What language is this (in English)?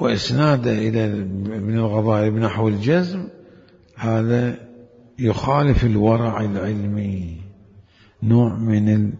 Mesopotamian Arabic